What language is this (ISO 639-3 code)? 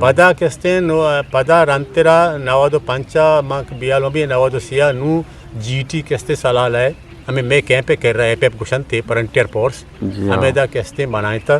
bgp